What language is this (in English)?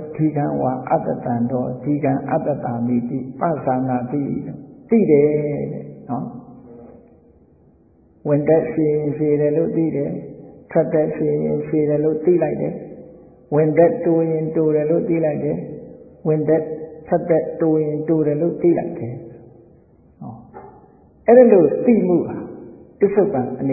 Burmese